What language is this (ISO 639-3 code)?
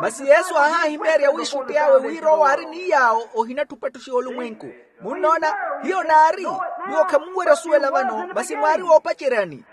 vmw